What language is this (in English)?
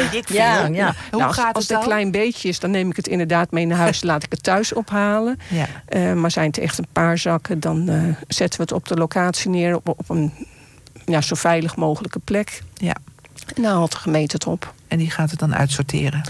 Dutch